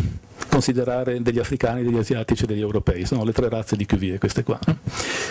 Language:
Italian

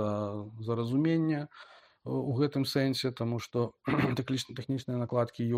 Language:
Belarusian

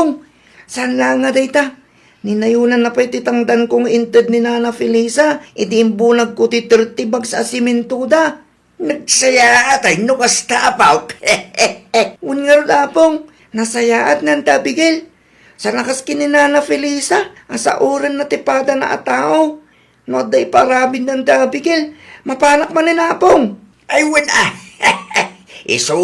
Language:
Iloko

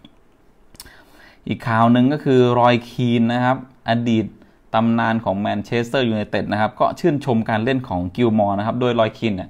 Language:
Thai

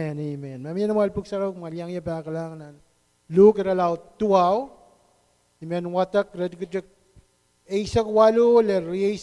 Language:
Pohnpeian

